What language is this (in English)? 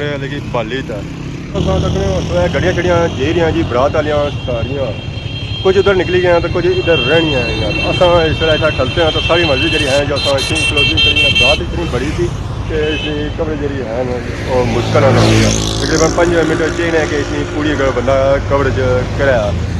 Pahari-Potwari